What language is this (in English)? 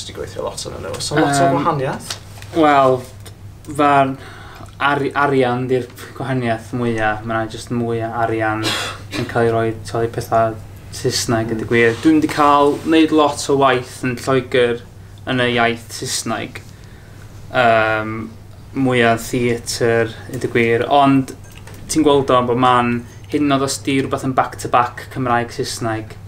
Welsh